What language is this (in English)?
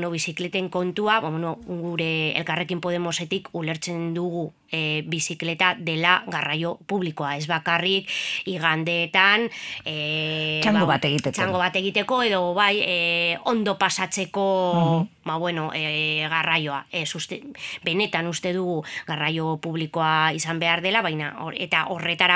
Basque